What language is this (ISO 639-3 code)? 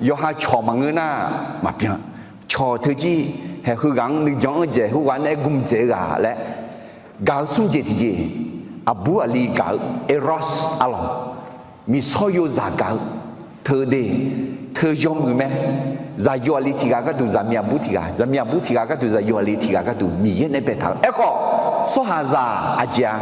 ahk